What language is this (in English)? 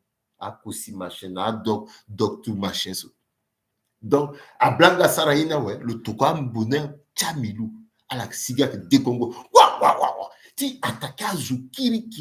Sango